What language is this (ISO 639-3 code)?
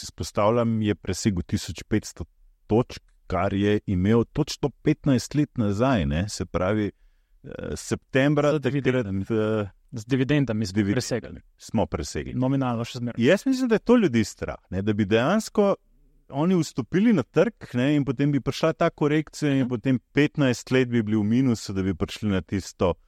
slv